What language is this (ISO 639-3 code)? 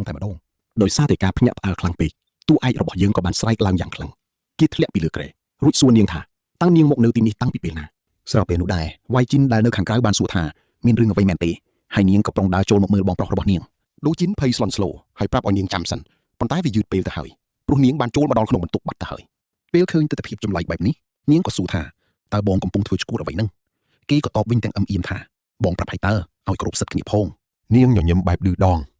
khm